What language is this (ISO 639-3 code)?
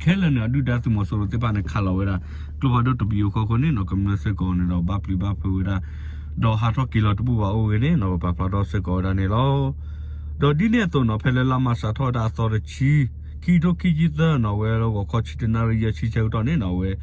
ksw